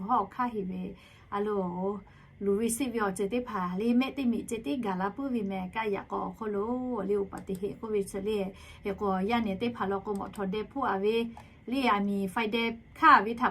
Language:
Lahu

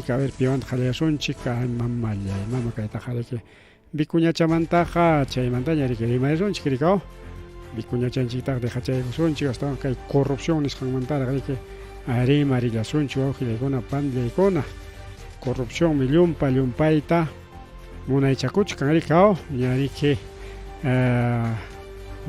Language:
Ayacucho Quechua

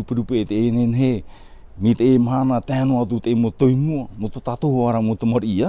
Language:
Tahitian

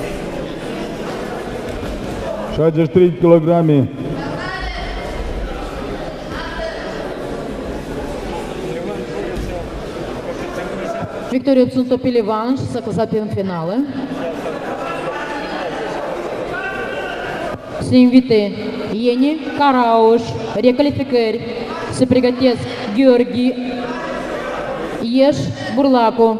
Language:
Romanian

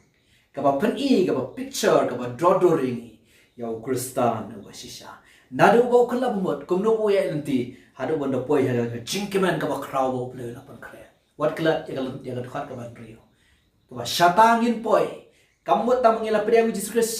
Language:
Khasi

